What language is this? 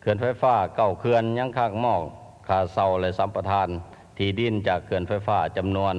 Lao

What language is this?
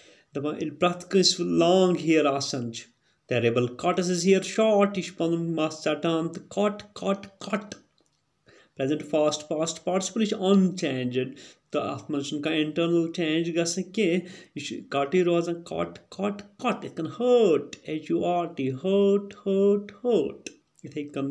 Kashmiri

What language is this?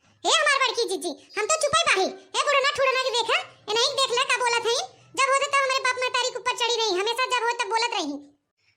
Awadhi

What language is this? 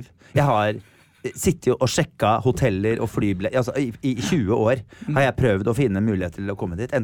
Norwegian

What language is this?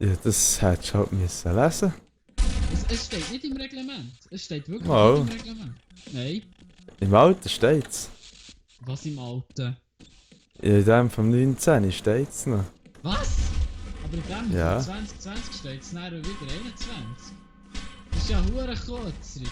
Swiss German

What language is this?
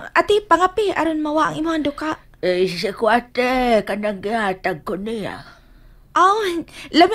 Cebuano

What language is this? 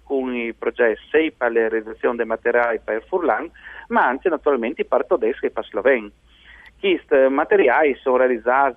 Friulian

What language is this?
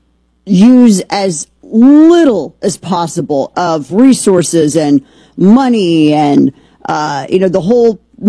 English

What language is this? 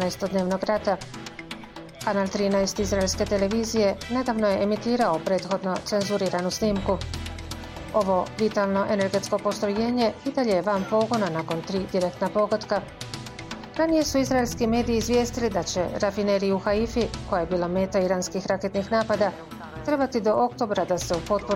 Bosnian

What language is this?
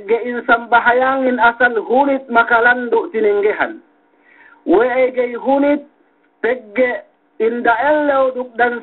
Yakan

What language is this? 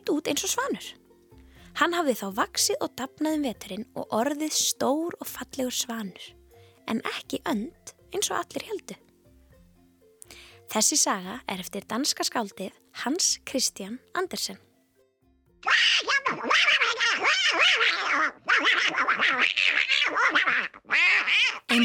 Icelandic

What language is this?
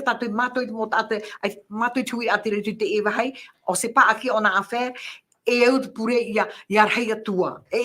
Tahitian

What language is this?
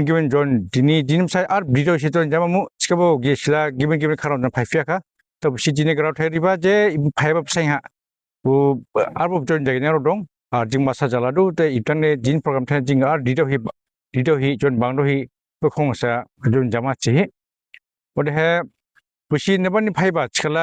Dimasa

